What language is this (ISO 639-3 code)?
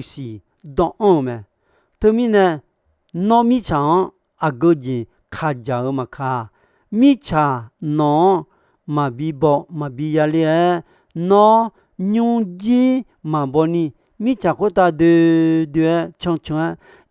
ahk